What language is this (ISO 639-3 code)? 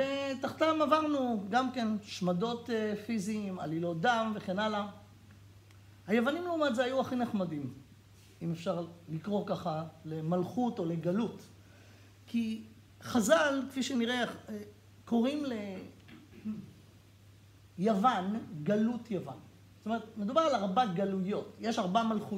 heb